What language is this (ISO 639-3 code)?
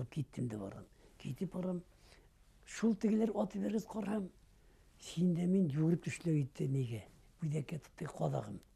bak